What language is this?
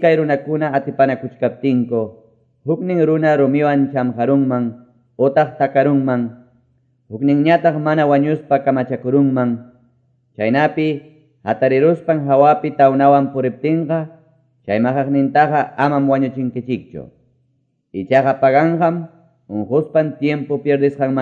Quechua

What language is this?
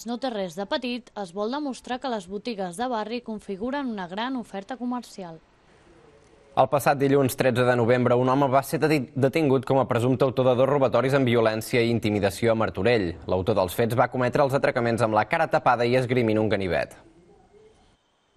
Catalan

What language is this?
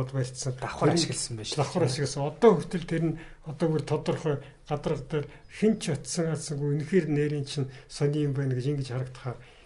Mongolian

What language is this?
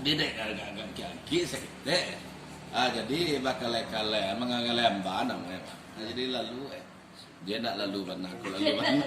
Minangkabau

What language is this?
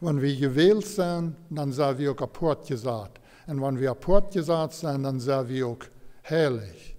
Plautdietsch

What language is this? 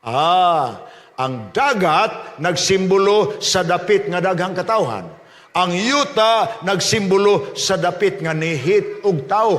Cebuano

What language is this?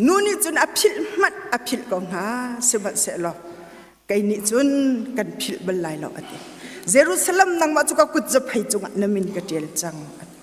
Hakha Chin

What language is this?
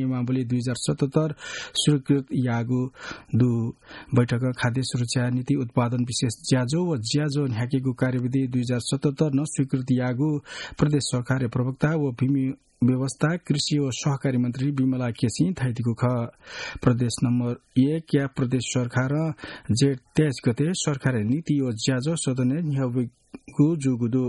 Newari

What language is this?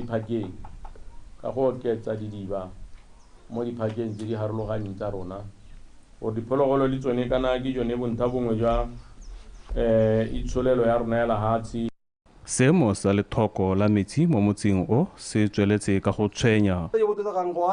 Tswana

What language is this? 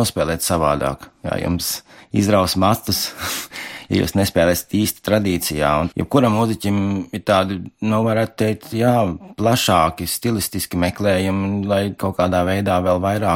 Latvian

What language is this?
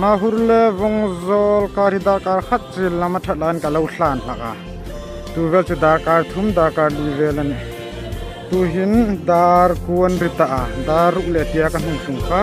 Hmar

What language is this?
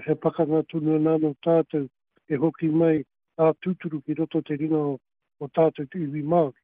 Māori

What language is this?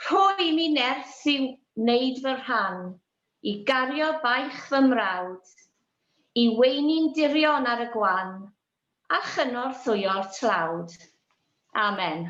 Welsh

